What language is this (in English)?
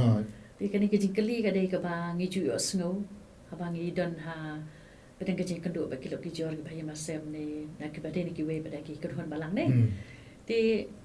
Khasi